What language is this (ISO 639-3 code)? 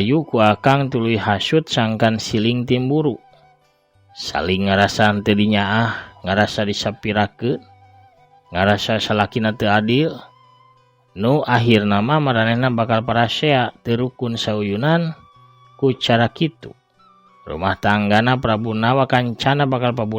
sun